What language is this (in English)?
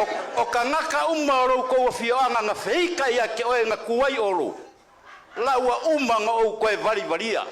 Samoan